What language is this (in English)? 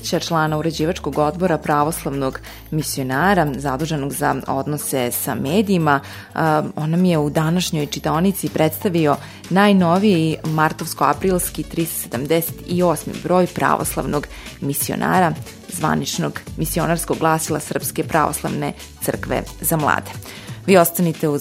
Serbian